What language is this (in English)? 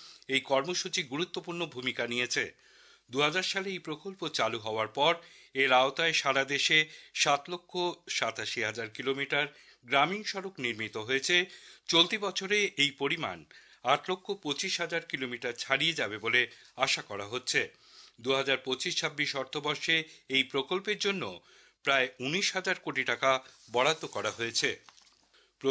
Bangla